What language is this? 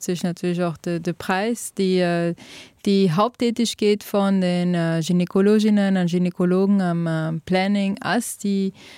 Luxembourgish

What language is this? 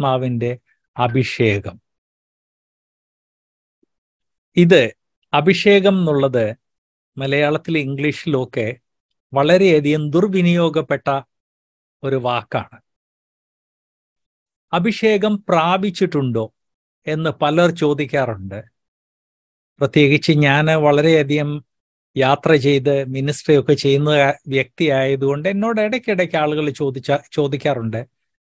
Malayalam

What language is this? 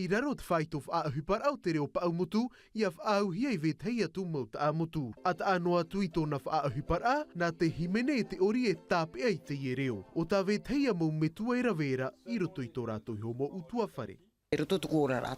Tahitian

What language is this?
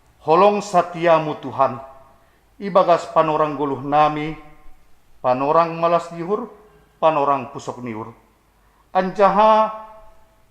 Batak Simalungun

